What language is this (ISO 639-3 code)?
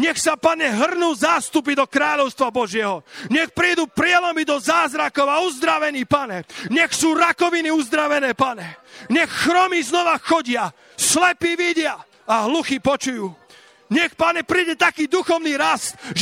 slk